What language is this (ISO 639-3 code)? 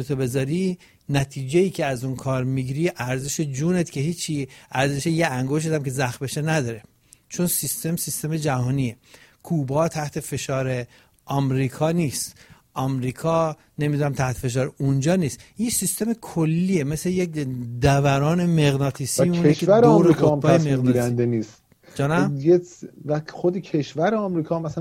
fas